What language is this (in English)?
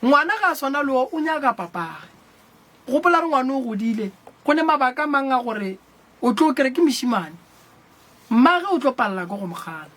Northern Sotho